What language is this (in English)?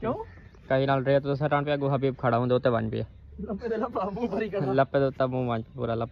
Saraiki